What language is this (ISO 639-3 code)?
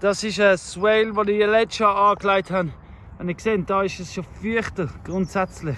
gsw